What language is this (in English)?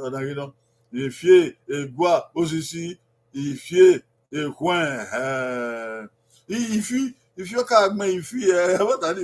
Bini